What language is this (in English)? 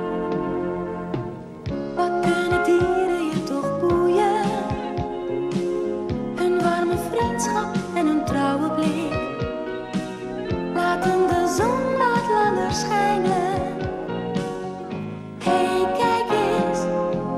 Dutch